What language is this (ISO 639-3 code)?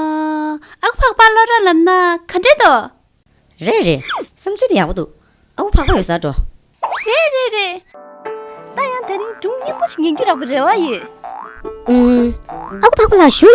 bod